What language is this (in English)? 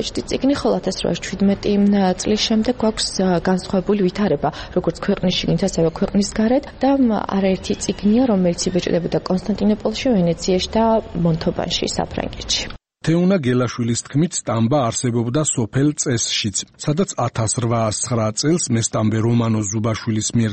Georgian